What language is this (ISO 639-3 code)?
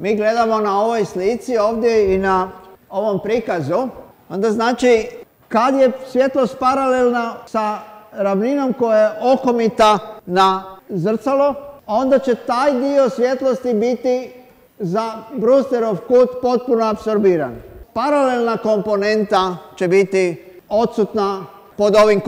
hrv